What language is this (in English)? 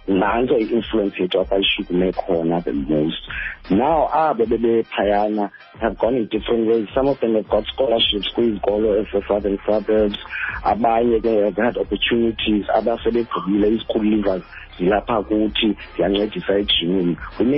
Xhosa